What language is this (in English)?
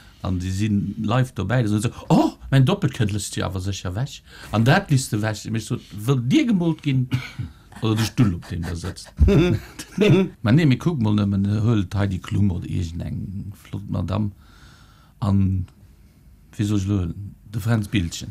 Luxembourgish